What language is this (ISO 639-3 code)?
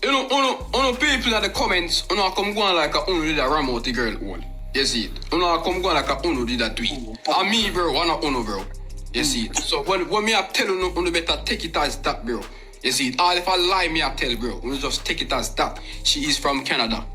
jam